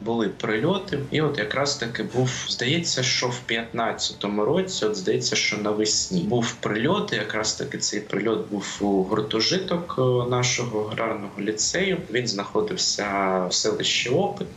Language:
Ukrainian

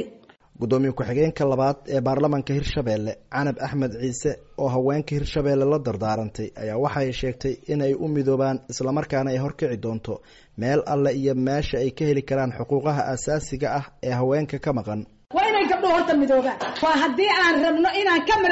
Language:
Somali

